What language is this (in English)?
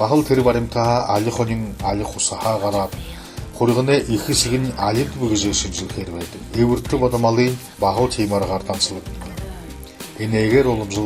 Buriat